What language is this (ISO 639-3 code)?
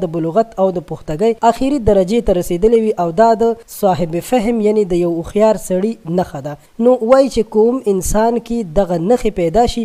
pus